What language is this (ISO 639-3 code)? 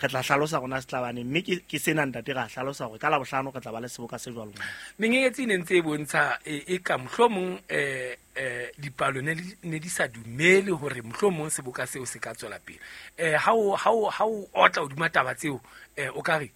sot